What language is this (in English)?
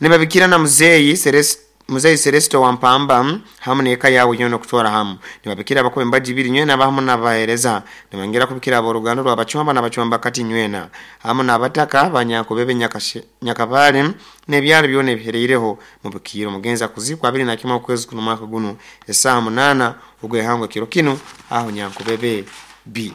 Nyoro